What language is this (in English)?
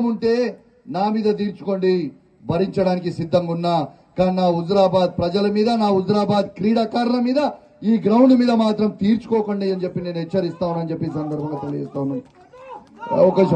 Telugu